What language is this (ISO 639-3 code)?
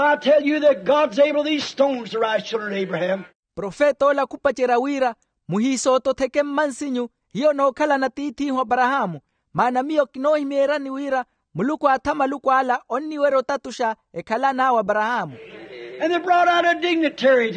vmw